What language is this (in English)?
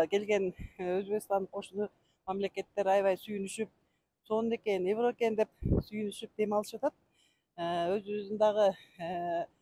Kyrgyz